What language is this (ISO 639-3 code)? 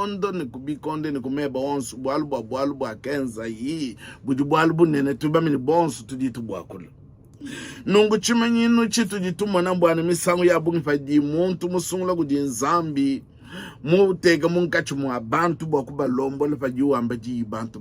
lua